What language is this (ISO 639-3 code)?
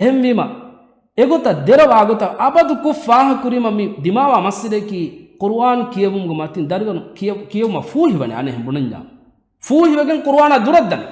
div